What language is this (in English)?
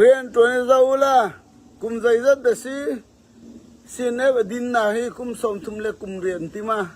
Falam Chin